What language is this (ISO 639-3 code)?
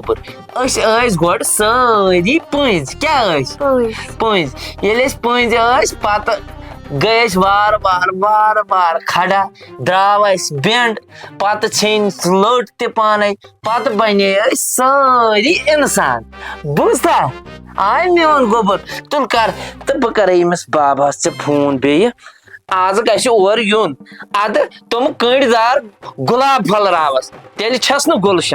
kas